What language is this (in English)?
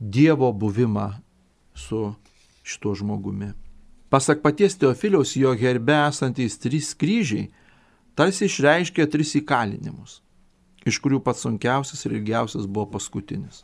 Lithuanian